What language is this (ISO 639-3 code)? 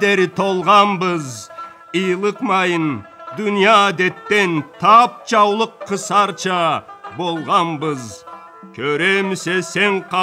krc